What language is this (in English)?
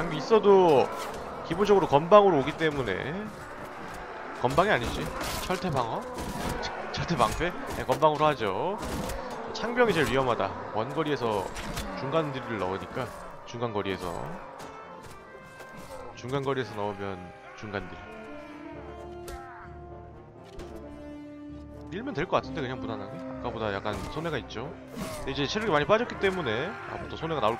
Korean